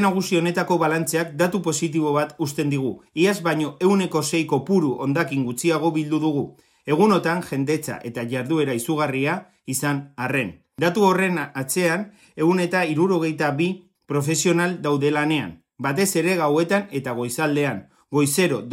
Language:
Basque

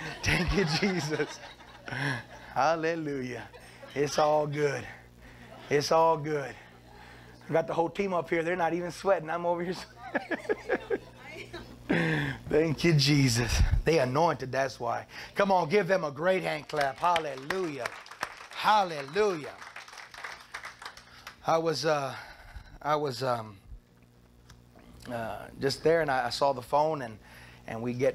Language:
English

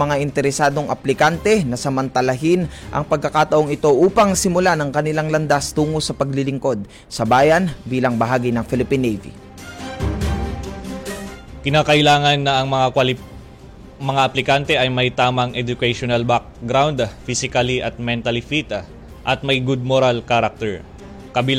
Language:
Filipino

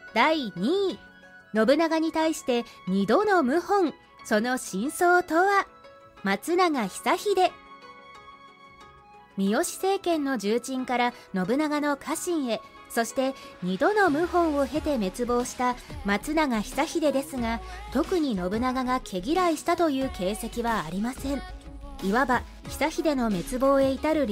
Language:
Japanese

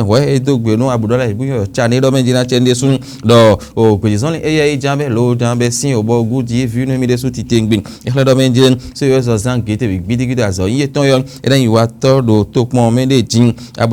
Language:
Fon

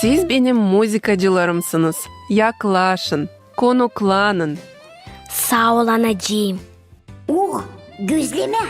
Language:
Gagauz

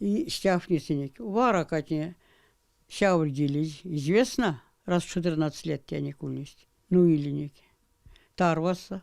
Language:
Erzya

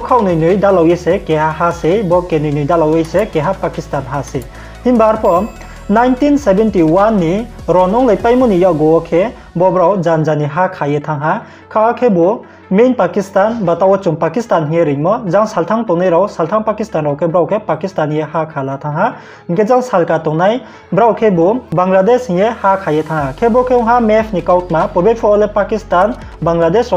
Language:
Riang (India)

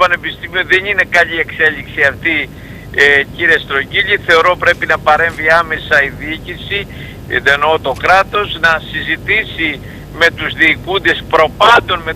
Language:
Greek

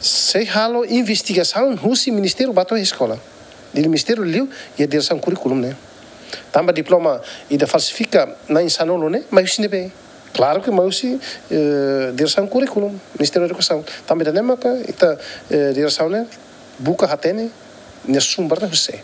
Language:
Tetum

